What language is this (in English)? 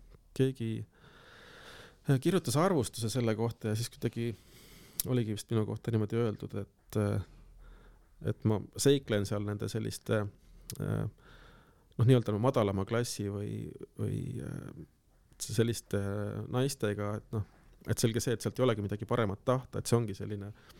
Estonian